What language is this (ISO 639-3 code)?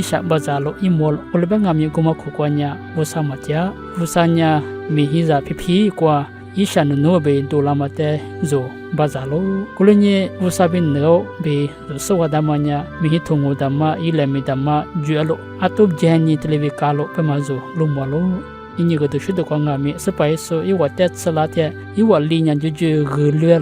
lis